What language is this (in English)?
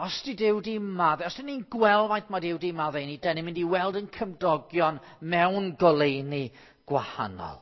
Welsh